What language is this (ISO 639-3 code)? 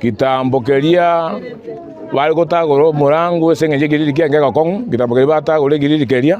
guz